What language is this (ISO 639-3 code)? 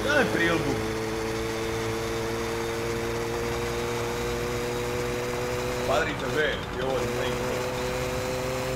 slk